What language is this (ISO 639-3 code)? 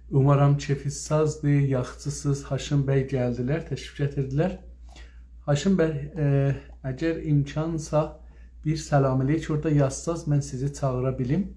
azb